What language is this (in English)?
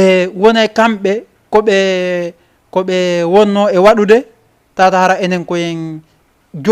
Fula